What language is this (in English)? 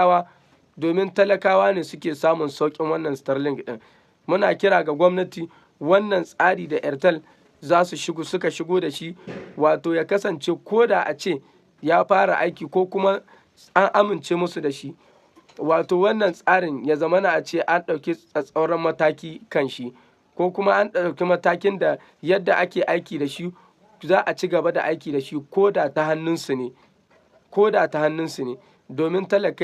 Hausa